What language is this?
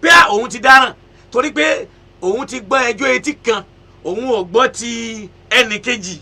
Yoruba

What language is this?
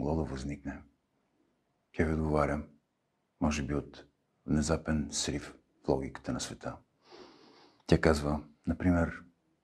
Bulgarian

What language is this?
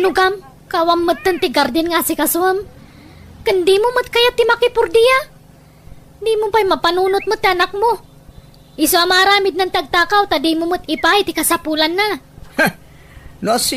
Iloko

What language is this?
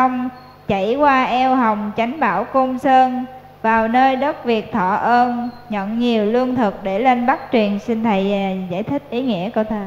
Vietnamese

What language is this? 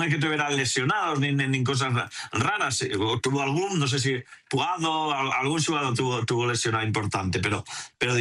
Galician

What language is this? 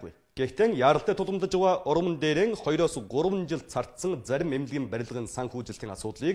Mongolian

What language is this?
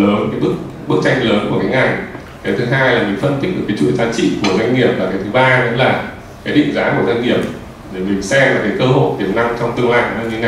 Vietnamese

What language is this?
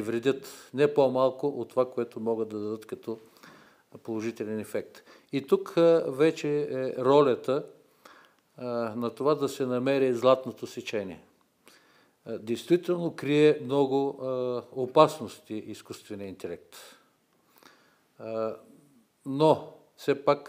Bulgarian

